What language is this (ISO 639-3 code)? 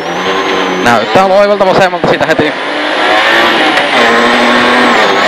fin